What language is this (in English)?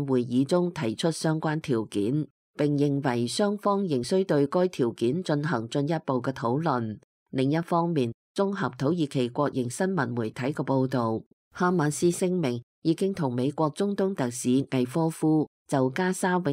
Cantonese